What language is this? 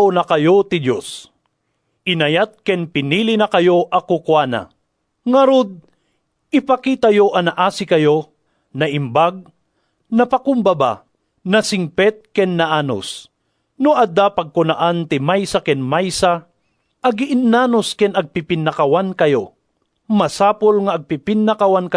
Iloko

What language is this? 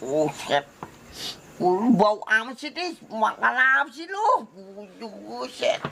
Betawi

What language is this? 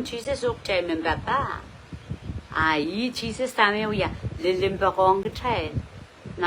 Pohnpeian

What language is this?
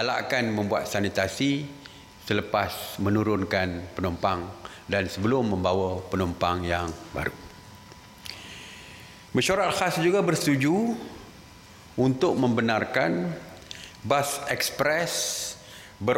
Malay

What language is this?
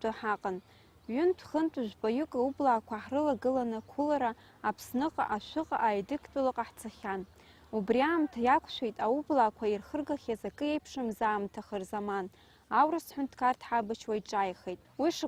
Abkhazian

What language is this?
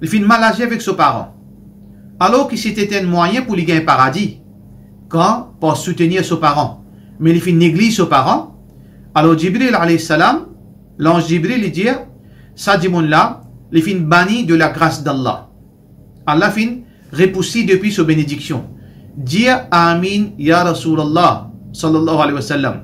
Morisyen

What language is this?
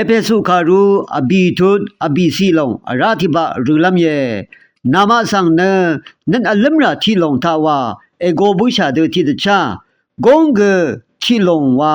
Rawang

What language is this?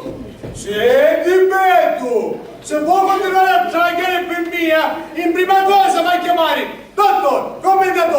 Sicilian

